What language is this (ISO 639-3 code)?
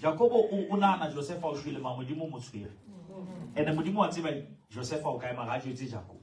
sot